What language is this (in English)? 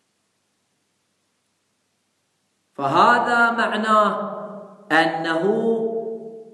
Arabic